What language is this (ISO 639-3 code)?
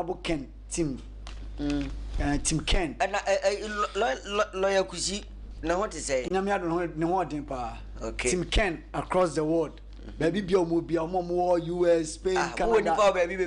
aka